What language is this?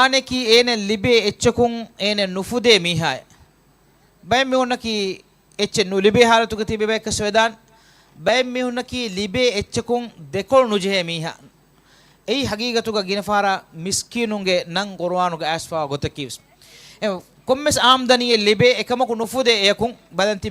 Divehi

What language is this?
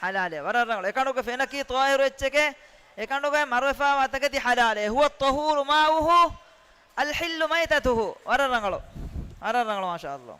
Divehi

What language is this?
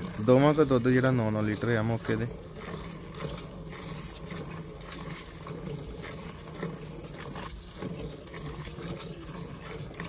Punjabi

